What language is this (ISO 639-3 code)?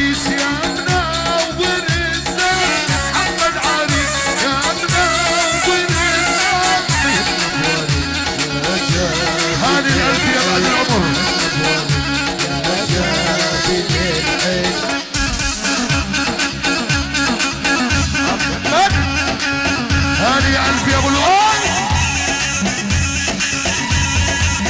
ajp